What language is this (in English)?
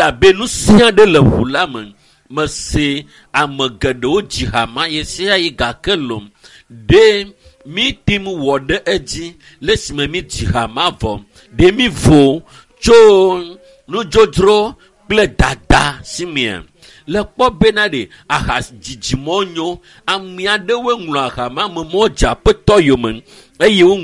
Ewe